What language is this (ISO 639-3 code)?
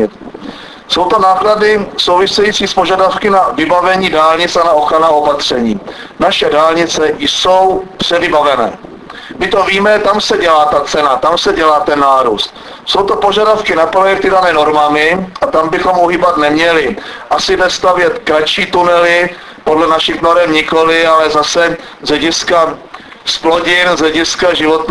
ces